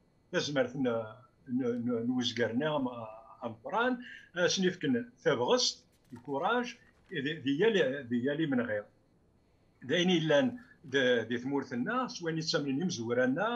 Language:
Kabyle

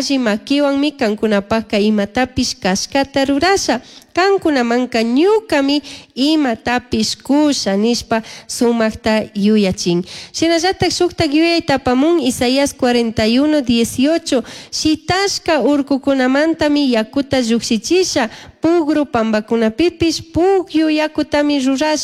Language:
Chimborazo Highland Quichua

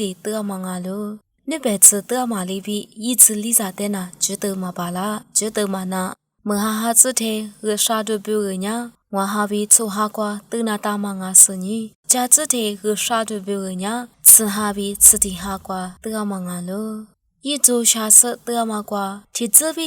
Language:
Lisu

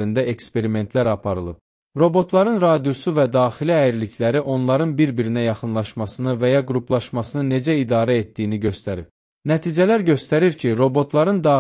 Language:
Azerbaijani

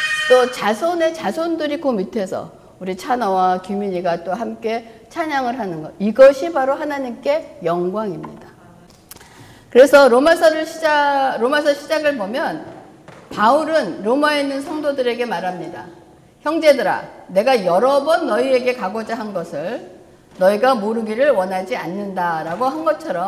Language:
Korean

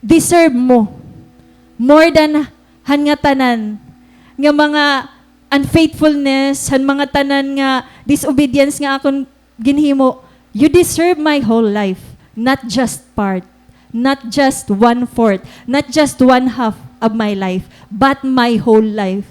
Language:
Waray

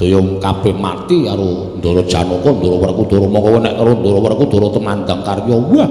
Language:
Javanese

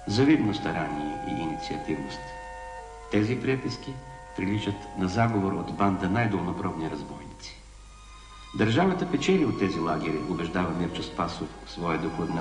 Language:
Bulgarian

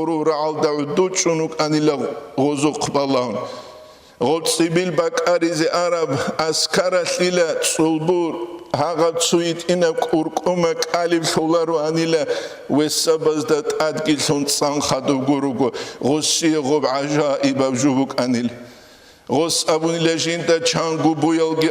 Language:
Avaric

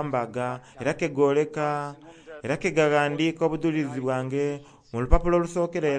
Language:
Soga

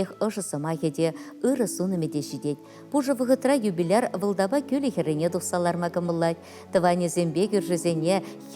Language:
Chuvash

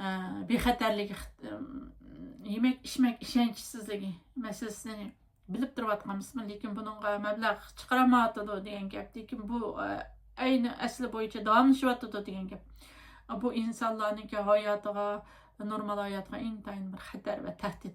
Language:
Uyghur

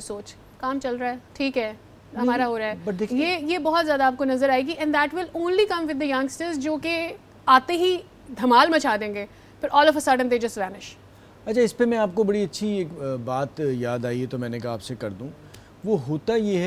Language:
Urdu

